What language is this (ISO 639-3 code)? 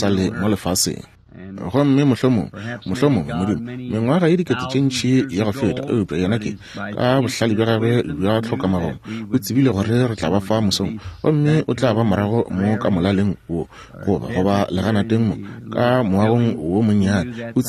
nso